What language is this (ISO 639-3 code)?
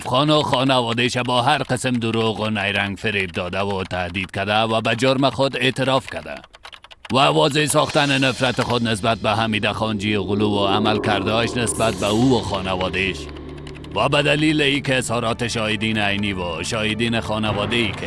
fas